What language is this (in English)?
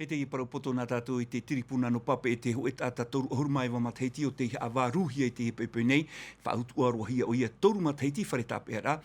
Tahitian